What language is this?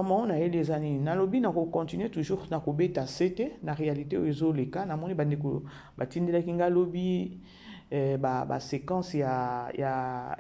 Lingala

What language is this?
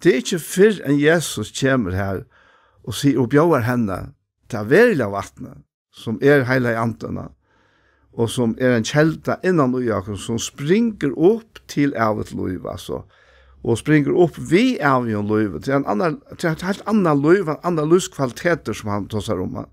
Faroese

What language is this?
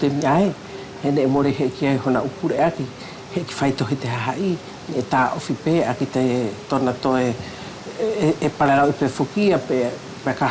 Wallisian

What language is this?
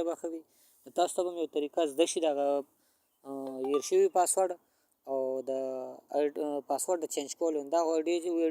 Pashto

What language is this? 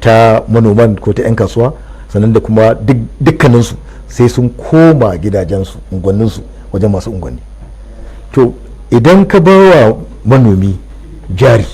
Hausa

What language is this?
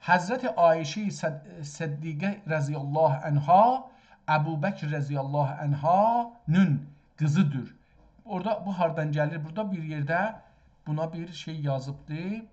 South Azerbaijani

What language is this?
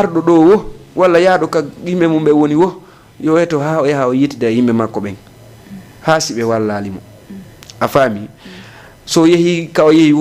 Fula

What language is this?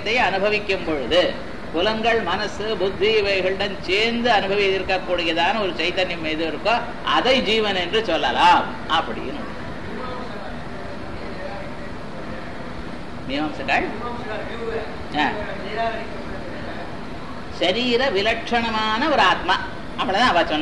Tamil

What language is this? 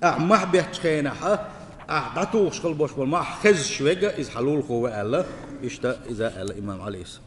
Chechen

